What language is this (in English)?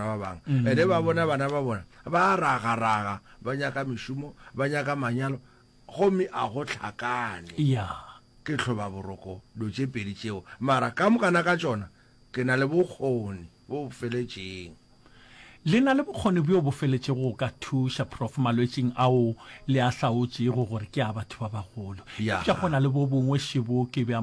Northern Sotho